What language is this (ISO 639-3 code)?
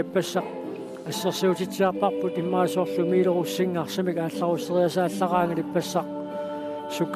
kal